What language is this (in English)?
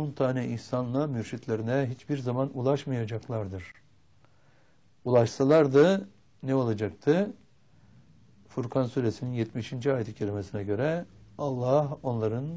Turkish